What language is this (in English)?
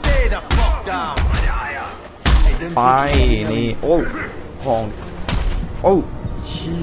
Thai